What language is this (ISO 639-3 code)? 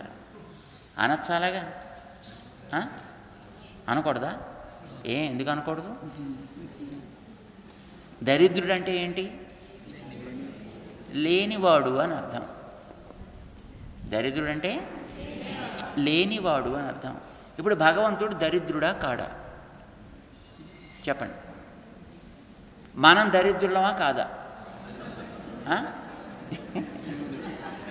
tel